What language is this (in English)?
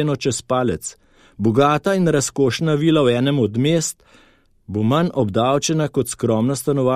Slovenian